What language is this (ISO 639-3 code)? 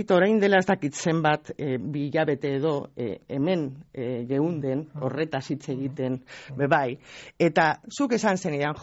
eus